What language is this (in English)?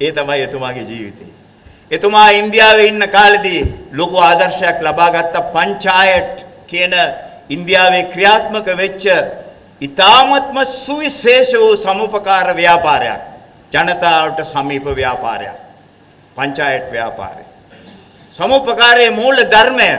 Sinhala